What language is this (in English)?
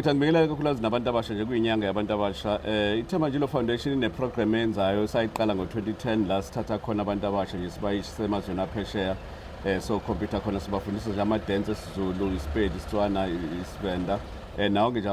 Zulu